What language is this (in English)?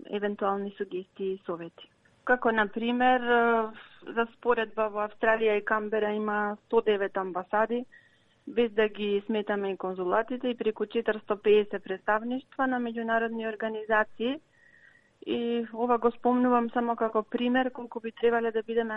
Macedonian